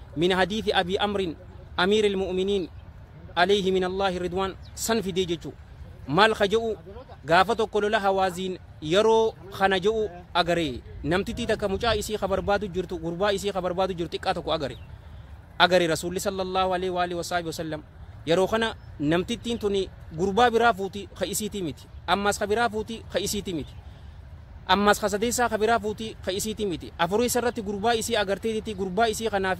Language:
Oromo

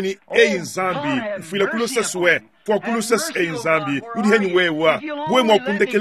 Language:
Luba-Lulua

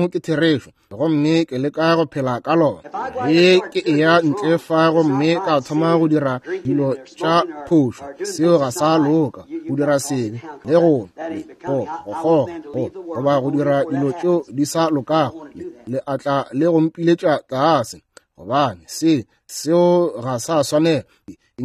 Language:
Northern Sotho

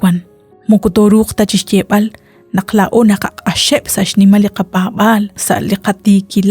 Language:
Kekchí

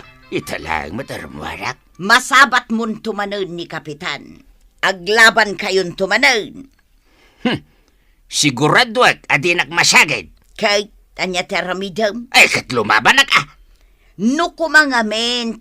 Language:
Iloko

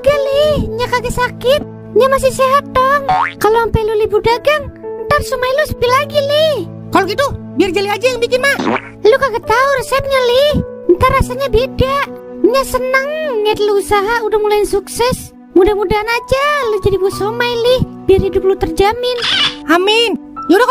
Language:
Betawi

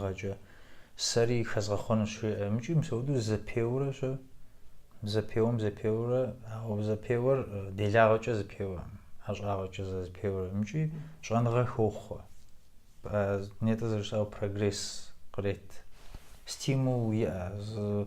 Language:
Kabardian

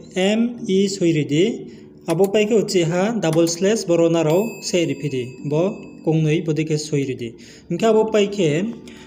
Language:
Riang (India)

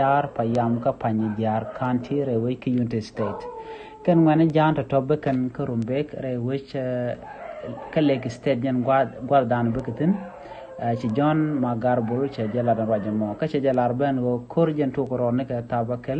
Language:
Nuer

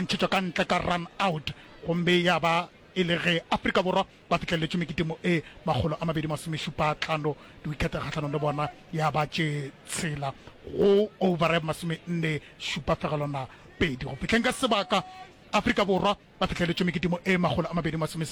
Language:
Northern Sotho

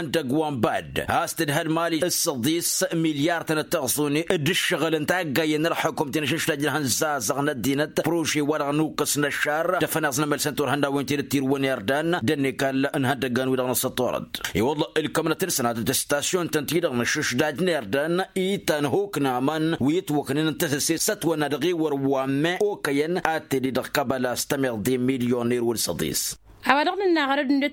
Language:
Tamasheq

